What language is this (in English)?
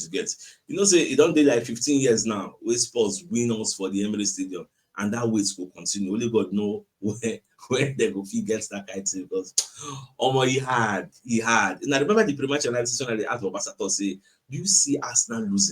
Nigerian Pidgin